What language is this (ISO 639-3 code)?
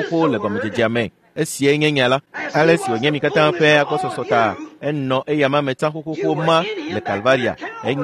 ewe